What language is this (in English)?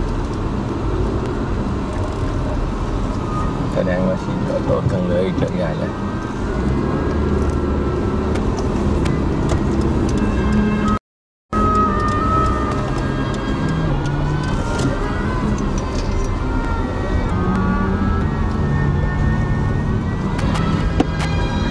Thai